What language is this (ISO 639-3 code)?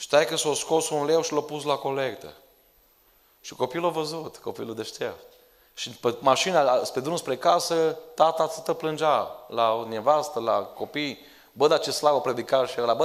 ron